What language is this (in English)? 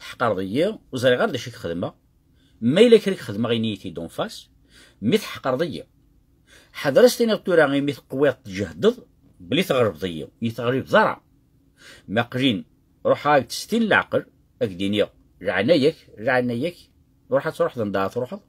Kabyle